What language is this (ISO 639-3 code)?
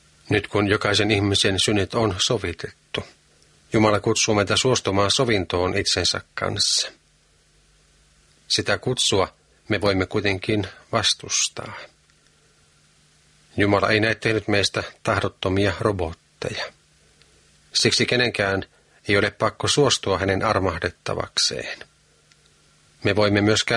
fin